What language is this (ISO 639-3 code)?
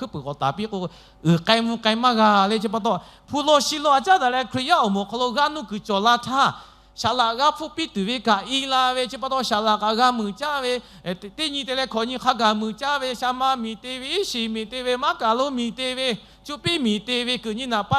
lhu